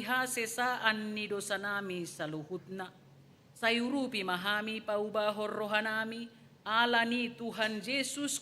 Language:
Batak Toba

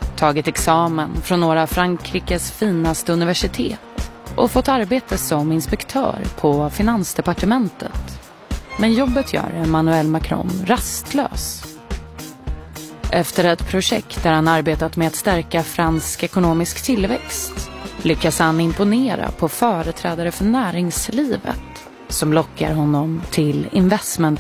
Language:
Swedish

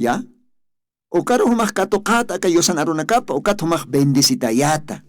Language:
Aymara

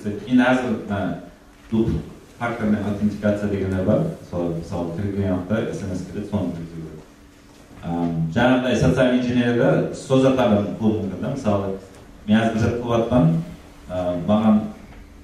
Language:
Kara-Kalpak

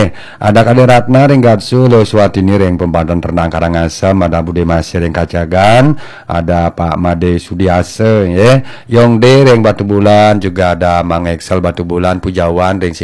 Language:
Balinese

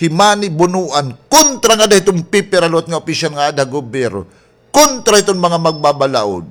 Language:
Waray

